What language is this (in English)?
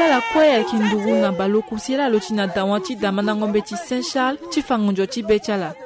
Sango